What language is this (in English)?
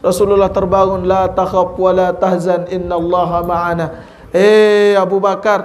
Sasak